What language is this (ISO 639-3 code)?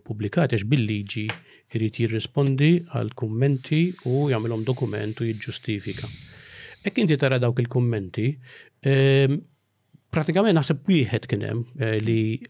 mlt